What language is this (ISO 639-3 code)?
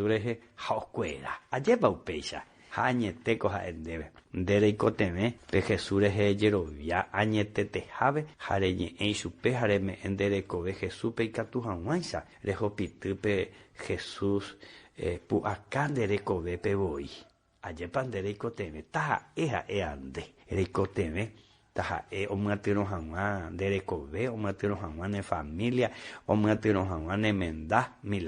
grn